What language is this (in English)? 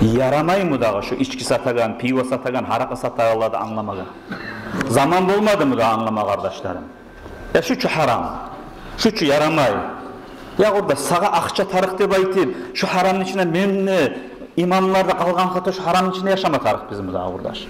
Kumyk